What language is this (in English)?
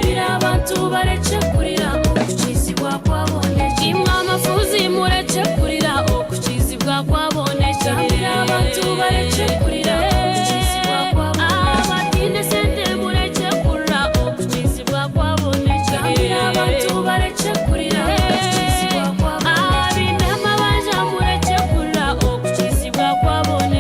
Nyankole